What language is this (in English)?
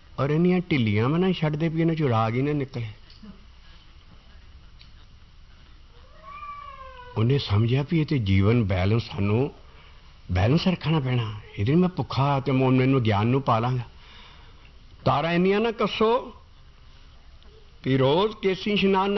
Punjabi